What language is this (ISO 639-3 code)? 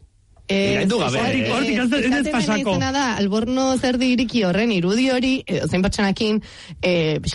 eus